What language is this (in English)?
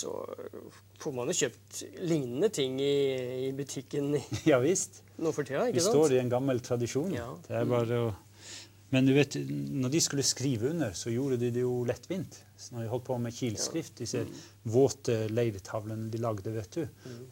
Norwegian